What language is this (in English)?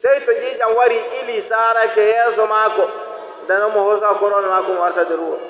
Nigerian Fulfulde